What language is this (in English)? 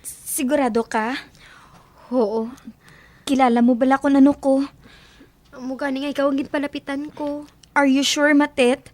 Hiligaynon